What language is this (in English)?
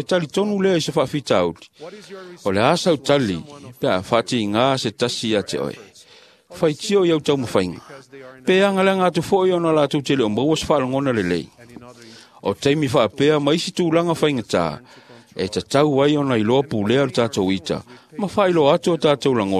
Samoan